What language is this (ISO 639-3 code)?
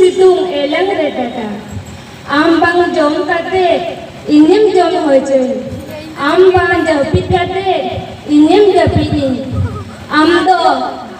sat